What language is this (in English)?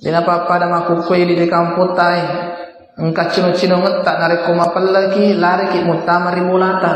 Buginese